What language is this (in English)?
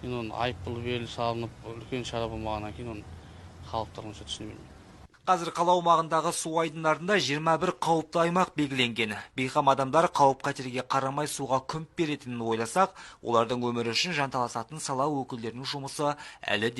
Kazakh